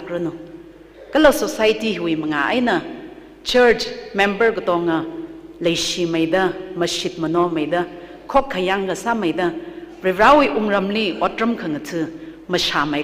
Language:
Tangkhul Naga (India)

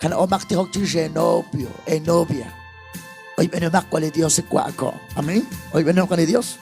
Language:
Kekchí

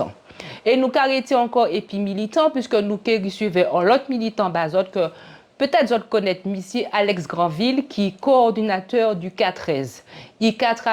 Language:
Guadeloupean Creole French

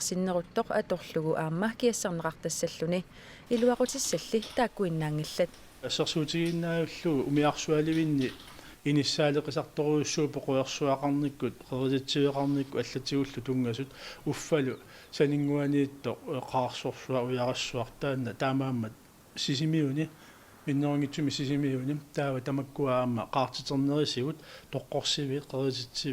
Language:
Kalaallisut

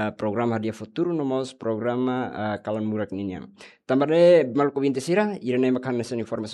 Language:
Tetum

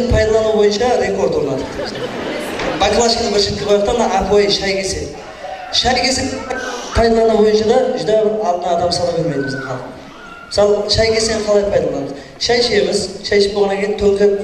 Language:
Kara-Kalpak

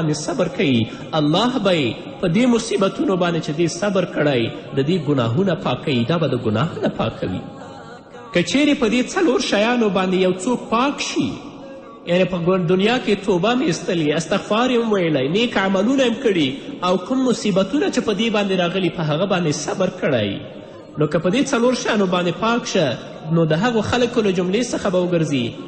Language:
Pashto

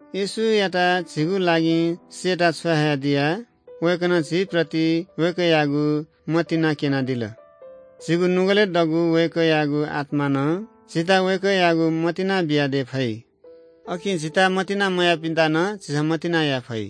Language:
Newari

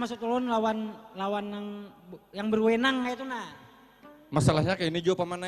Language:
Banjar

